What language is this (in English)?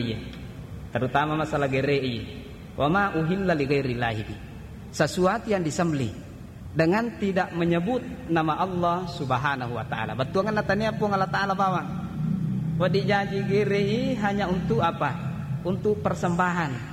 Buginese